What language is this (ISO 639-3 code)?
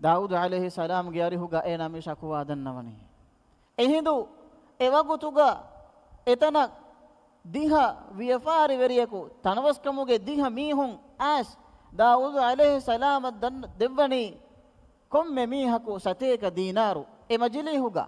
div